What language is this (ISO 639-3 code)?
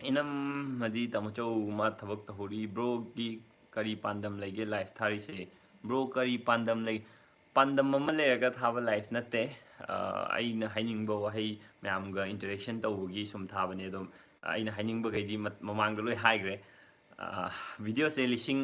mni